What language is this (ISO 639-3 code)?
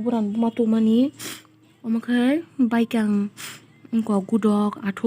trp